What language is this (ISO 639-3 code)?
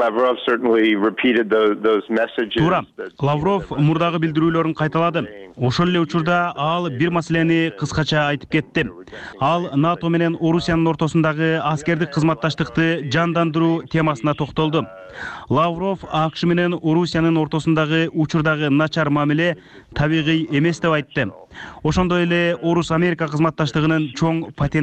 kir